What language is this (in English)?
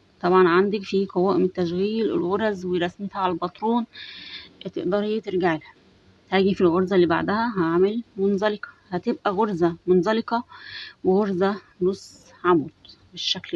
Egyptian Arabic